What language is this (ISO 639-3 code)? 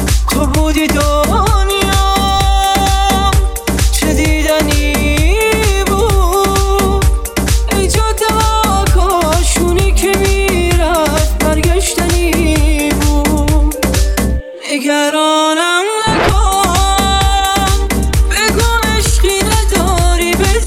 fas